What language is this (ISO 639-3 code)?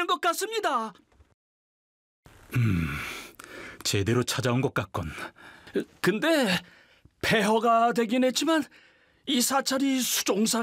kor